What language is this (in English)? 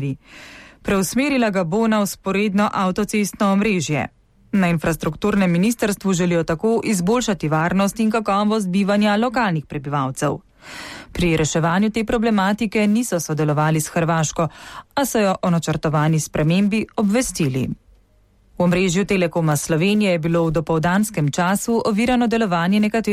Slovenian